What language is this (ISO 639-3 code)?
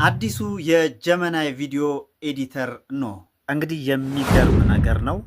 amh